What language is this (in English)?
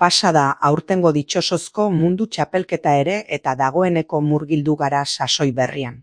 Basque